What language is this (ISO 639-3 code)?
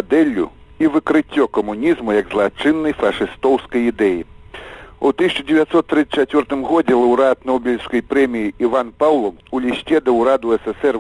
bel